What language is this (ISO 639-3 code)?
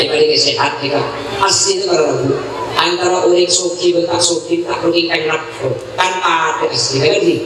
mad